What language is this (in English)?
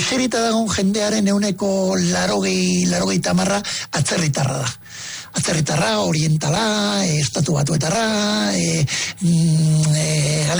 Basque